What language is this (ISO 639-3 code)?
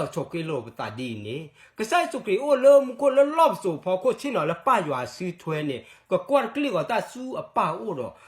ksw